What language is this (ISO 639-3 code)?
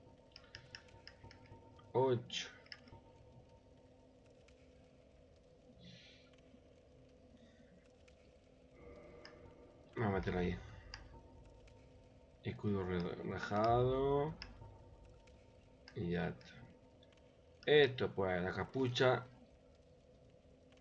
spa